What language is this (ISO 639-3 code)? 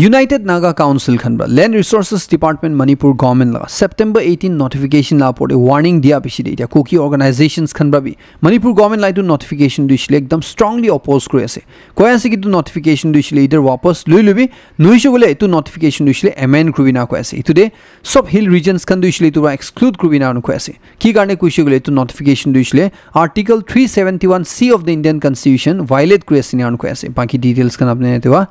nag